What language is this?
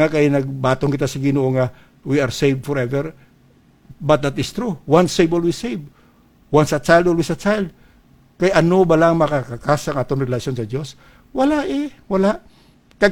Hiligaynon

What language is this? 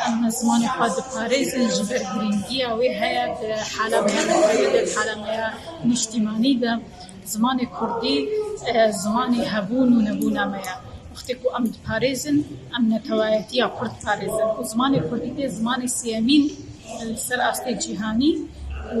Kurdish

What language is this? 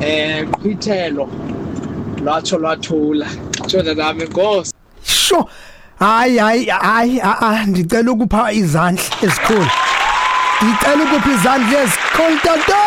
Xhosa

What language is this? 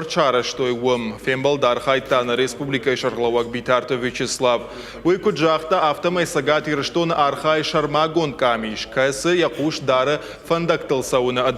Ossetic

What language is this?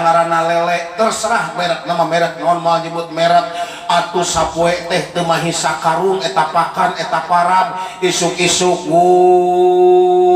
Sundanese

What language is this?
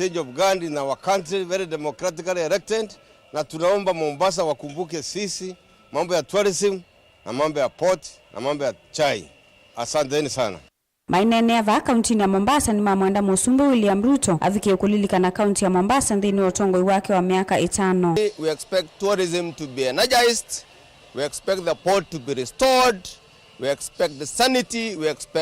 Kamba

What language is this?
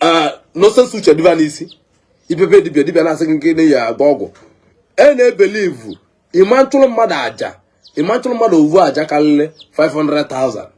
Igbo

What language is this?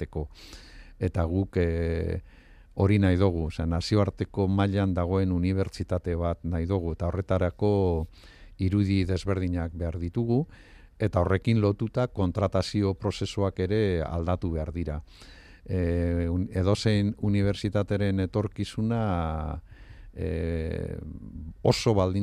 Basque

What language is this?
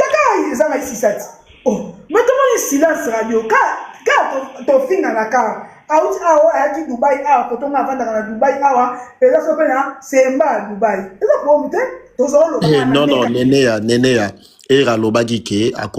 Lingala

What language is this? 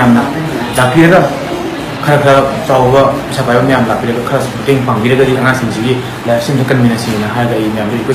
Manipuri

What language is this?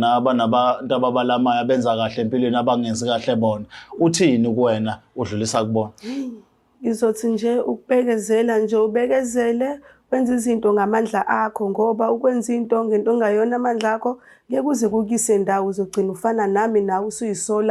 Zulu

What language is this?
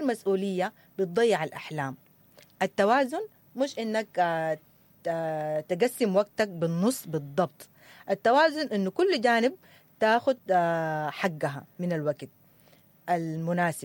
Sudanese Arabic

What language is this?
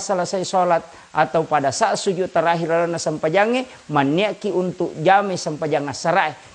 Buginese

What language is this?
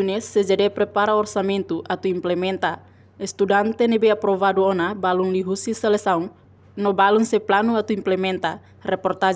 Tetum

